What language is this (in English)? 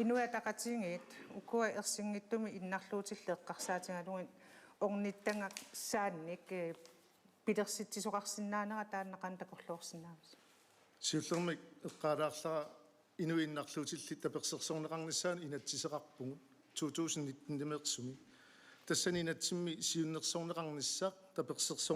Kalaallisut